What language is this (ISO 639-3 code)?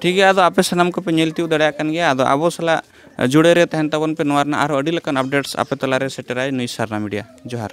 sat